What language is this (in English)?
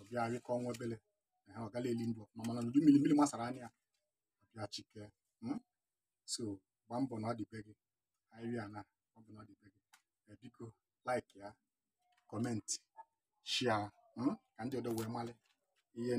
Igbo